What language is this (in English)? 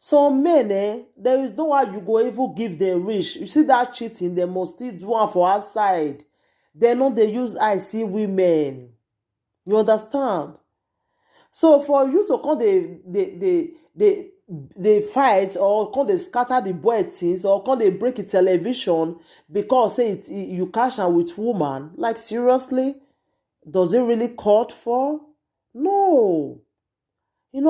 Nigerian Pidgin